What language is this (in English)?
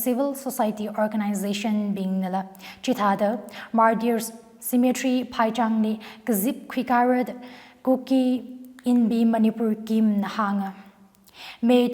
Tangkhul Naga (India)